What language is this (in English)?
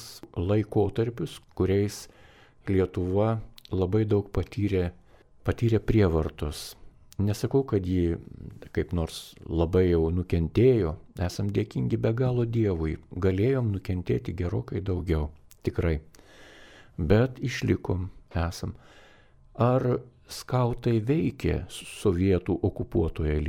Lithuanian